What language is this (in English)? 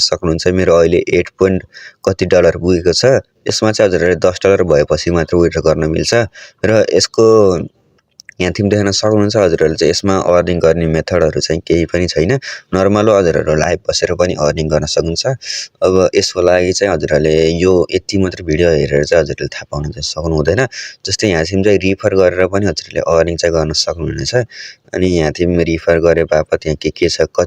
Nepali